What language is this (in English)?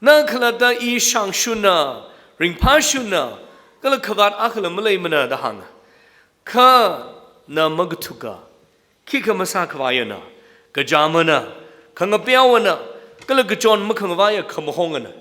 Tangkhul Naga (India)